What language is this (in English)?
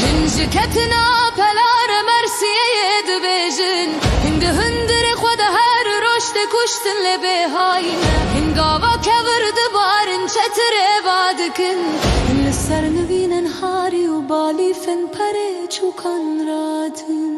Kurdish